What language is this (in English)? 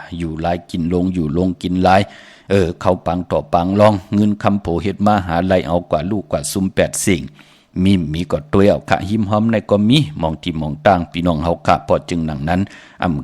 Shan